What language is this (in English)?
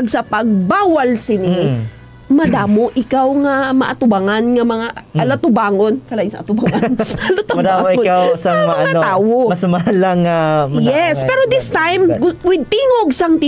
Hiligaynon